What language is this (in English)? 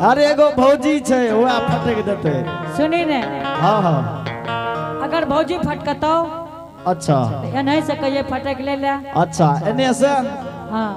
Angika